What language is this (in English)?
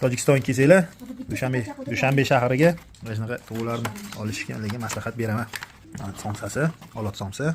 Uzbek